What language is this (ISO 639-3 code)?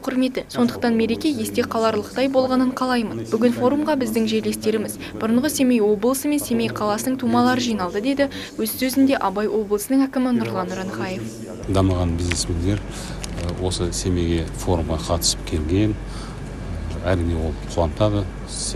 kaz